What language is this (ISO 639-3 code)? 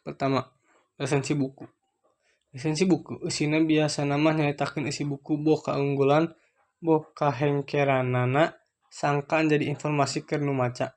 sun